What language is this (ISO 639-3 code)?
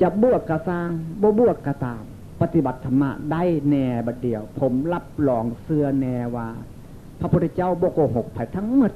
tts